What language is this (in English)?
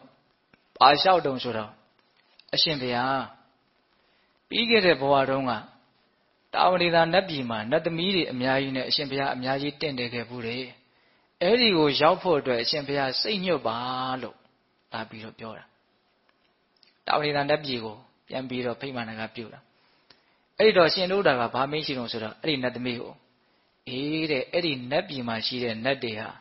Burmese